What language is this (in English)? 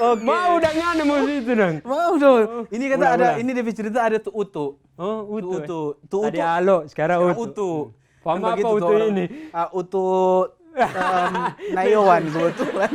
Manado Malay